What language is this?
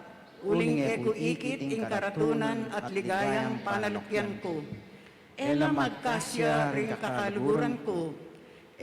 Pampanga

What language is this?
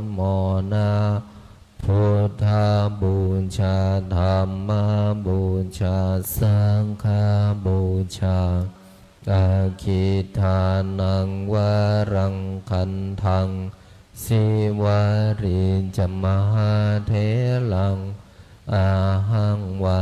Pali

